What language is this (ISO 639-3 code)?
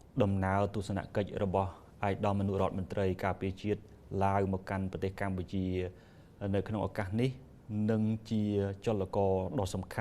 khm